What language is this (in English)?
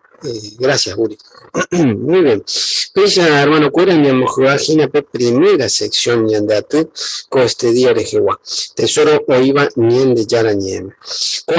Guarani